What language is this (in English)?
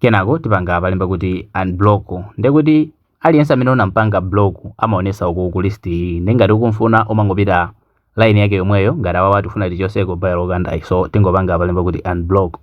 Nyanja